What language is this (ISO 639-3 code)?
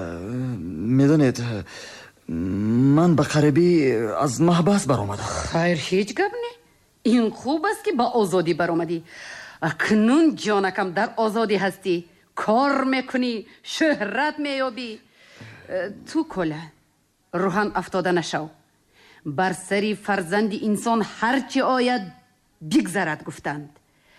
tgk